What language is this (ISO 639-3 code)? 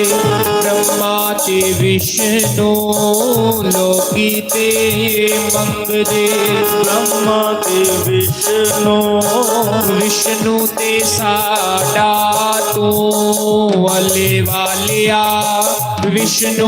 doi